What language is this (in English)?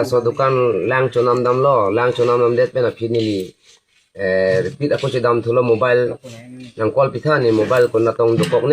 Karbi